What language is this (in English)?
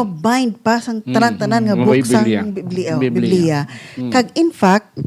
Hiligaynon